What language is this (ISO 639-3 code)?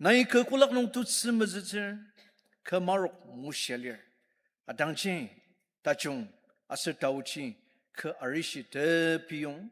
njo